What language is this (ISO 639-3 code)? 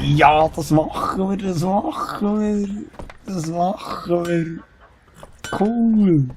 gsw